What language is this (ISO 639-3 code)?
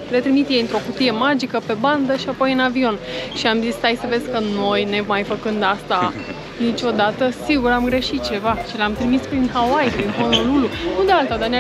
ron